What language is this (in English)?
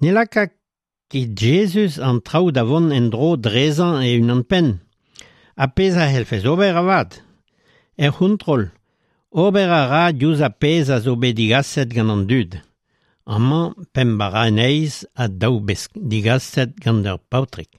Breton